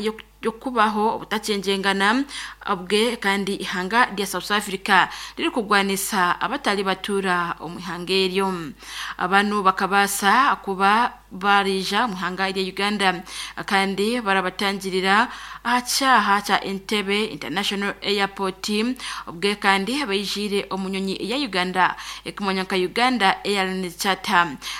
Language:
Nyankole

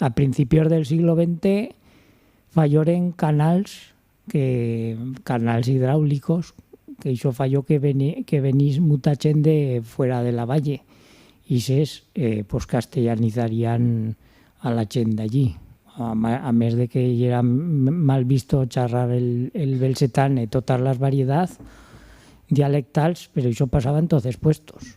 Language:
Aragonese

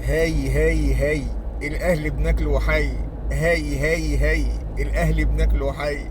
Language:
Egyptian Arabic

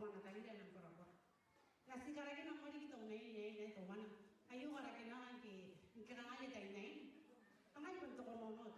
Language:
Gilbertese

